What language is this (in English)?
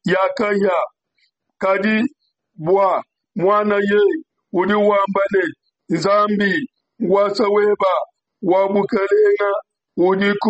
Luba-Lulua